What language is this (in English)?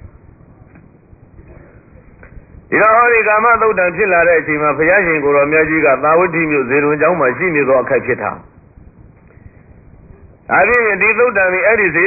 Burmese